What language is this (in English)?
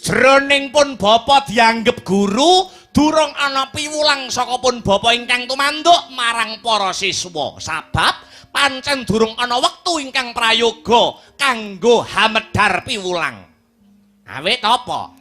Javanese